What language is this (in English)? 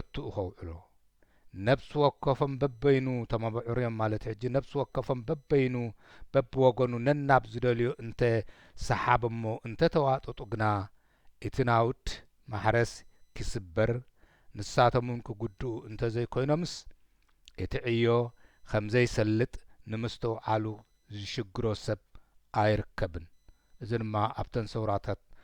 Tigrinya